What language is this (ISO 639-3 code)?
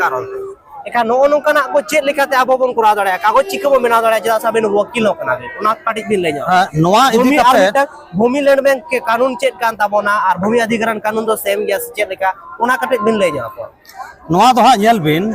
sat